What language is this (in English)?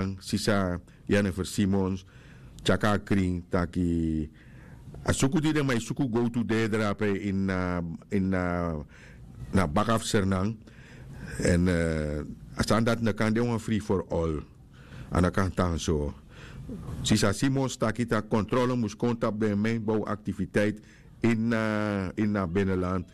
Sranan Tongo